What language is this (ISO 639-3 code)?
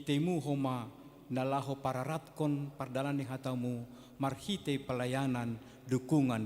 bts